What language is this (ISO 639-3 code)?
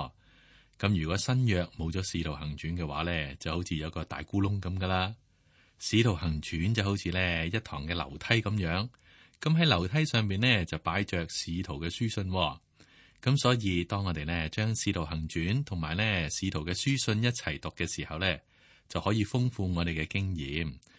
yue